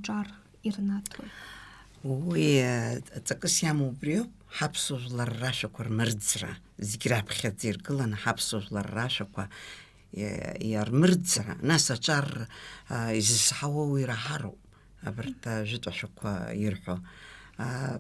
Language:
Abkhazian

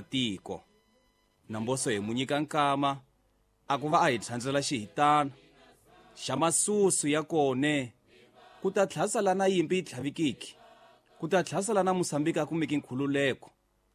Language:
Tsonga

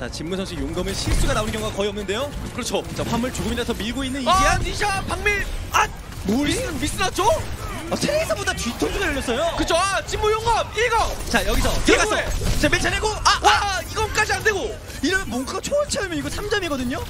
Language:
Korean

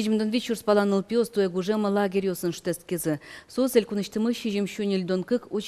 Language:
Udmurt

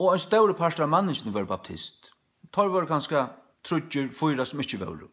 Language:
Faroese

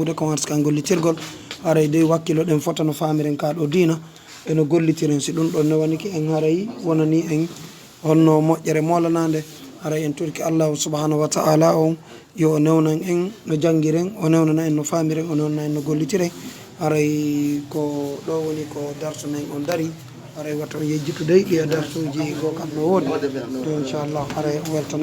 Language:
Fula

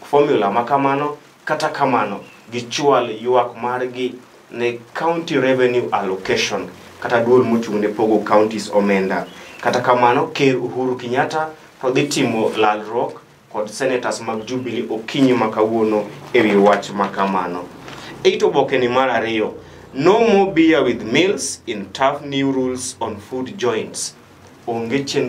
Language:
Luo (Kenya and Tanzania)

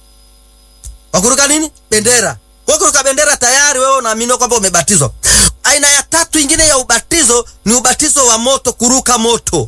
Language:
Swahili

